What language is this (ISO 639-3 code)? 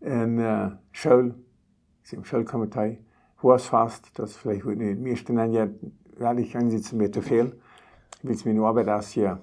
pdt